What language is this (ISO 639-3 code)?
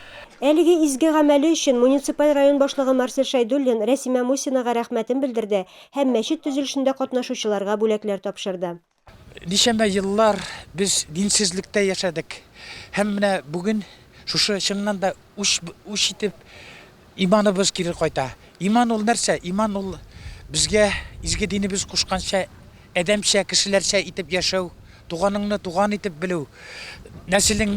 tat